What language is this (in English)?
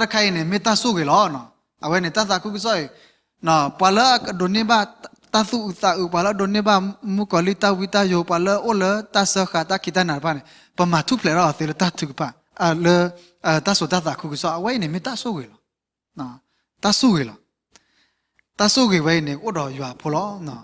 S'gaw Karen